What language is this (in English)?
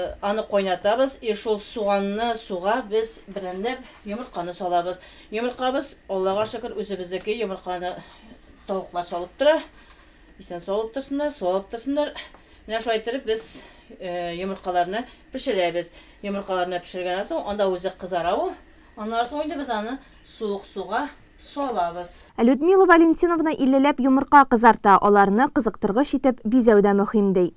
Tatar